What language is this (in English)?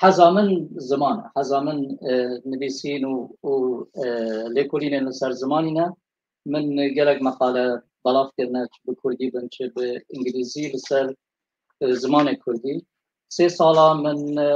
Kurdish